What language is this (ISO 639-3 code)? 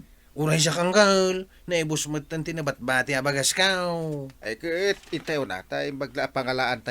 ilo